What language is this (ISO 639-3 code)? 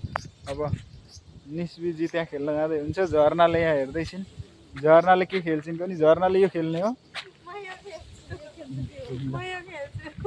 nep